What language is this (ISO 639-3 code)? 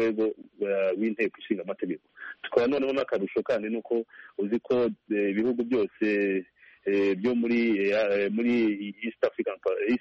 kin